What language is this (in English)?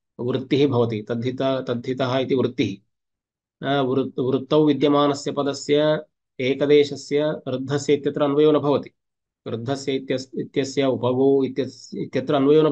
Sanskrit